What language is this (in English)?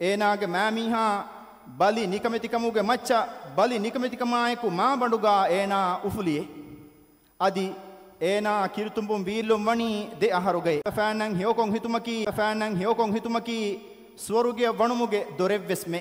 Divehi